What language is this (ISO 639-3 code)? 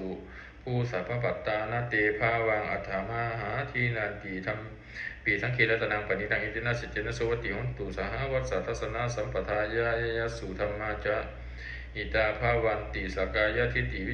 pli